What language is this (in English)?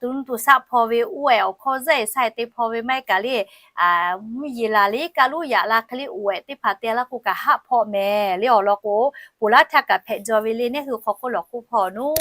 Lahu